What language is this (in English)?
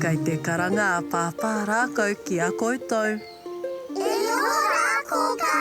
Māori